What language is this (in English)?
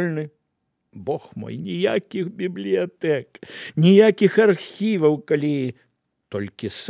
Belarusian